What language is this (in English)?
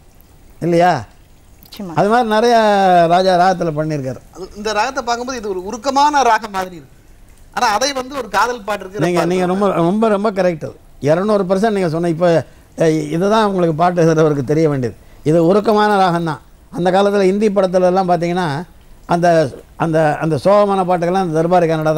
Tamil